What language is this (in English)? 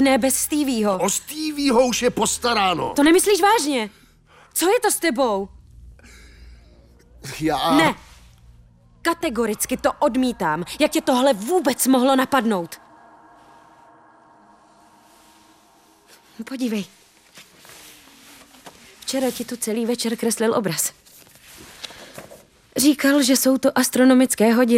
Czech